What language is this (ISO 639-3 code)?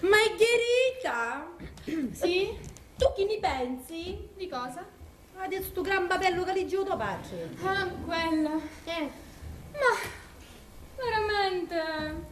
scn